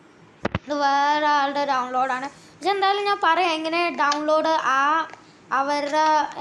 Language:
Malayalam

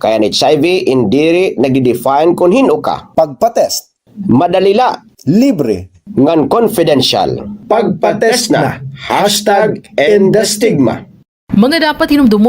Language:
Waray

